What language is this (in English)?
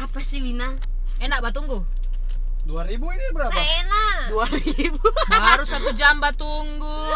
Manado Malay